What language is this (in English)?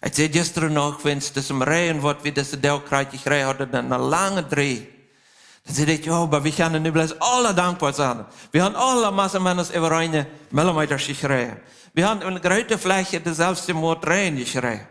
Plautdietsch